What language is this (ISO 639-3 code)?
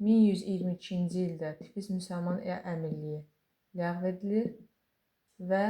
aze